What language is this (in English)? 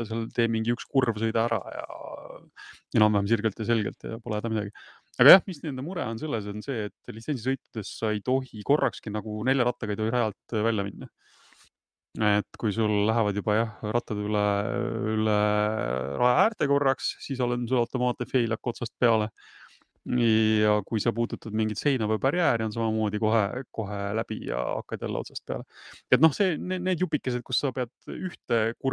Estonian